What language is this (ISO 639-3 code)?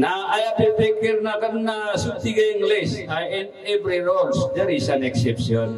mrw